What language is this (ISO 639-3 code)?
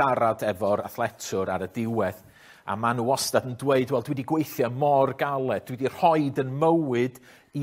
cym